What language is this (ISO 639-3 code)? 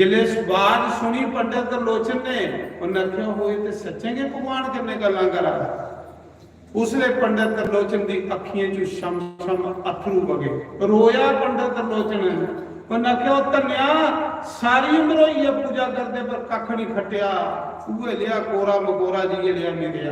doi